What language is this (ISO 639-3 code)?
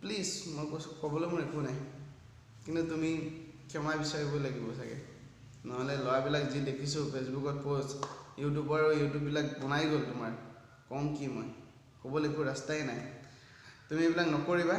asm